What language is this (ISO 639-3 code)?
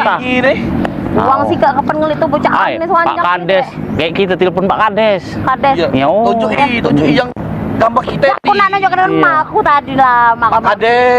mui